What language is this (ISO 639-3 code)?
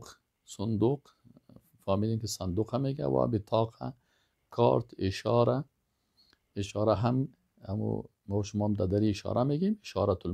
fas